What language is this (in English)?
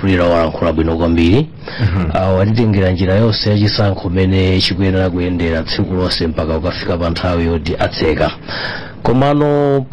Nyanja